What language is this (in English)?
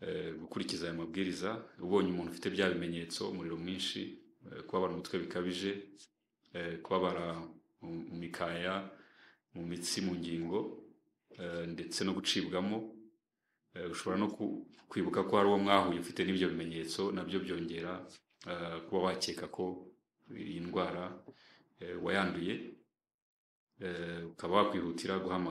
Kinyarwanda